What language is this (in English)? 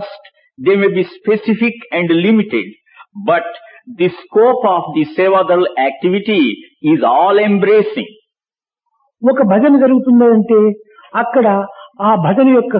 Telugu